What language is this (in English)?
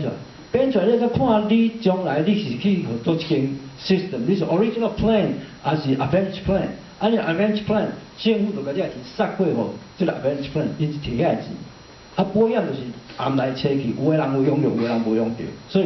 Min Nan Chinese